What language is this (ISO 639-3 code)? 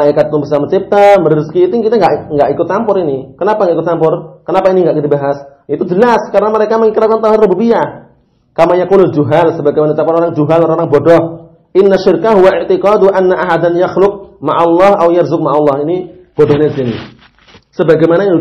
ind